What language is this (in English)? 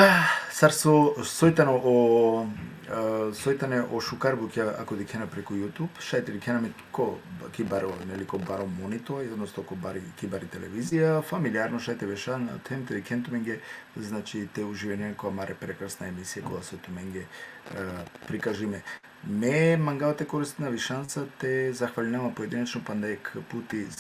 Balkan Romani